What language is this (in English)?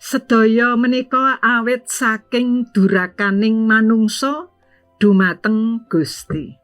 Javanese